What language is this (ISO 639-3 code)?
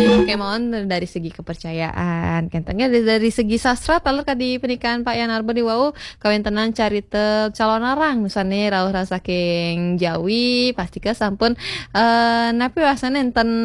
ban